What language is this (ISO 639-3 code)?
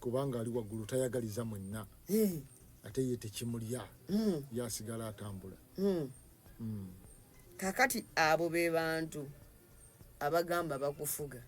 lug